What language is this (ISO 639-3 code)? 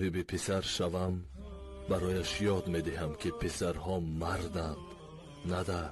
tgk